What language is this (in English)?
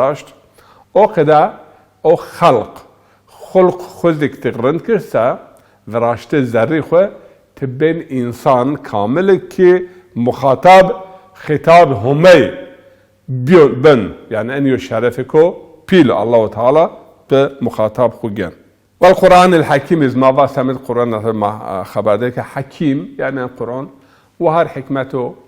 Zaza